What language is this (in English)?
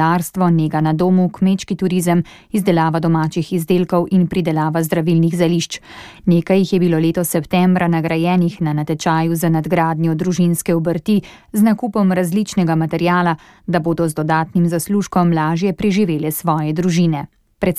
Slovenian